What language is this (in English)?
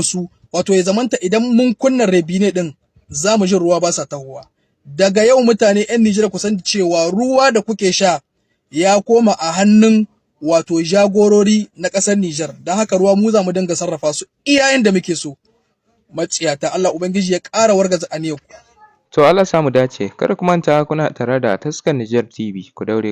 Hausa